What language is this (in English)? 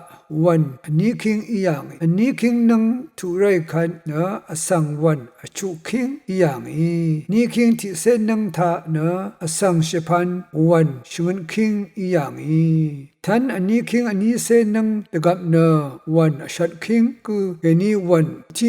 Rawang